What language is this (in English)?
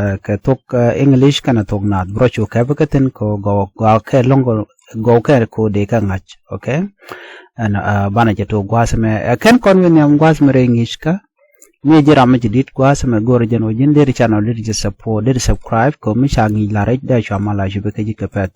Nuer